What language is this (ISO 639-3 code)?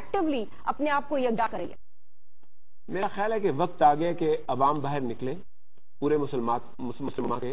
urd